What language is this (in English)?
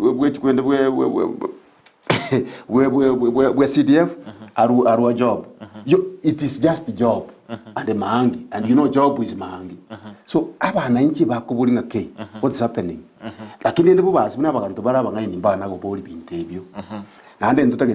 Gusii